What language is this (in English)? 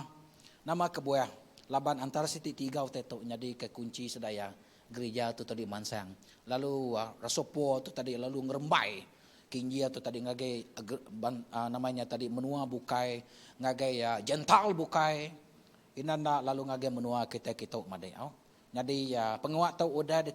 Iban